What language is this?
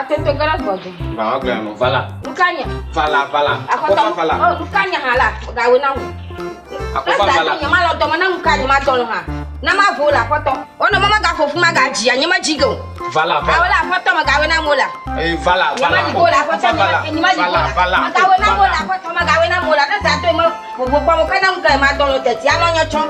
Ewe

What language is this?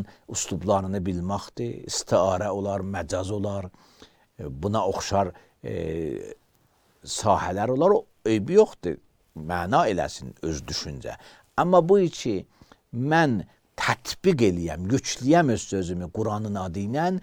Azerbaijani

